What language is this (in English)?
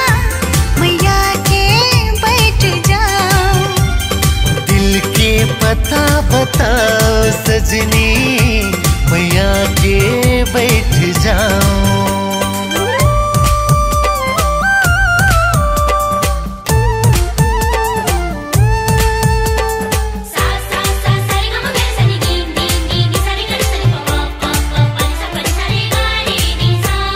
Bhojpuri